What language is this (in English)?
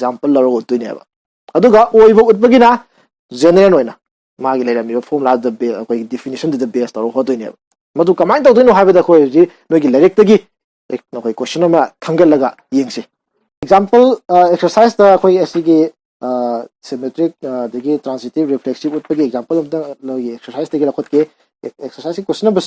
Manipuri